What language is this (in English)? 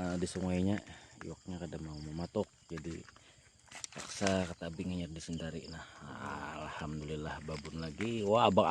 Banjar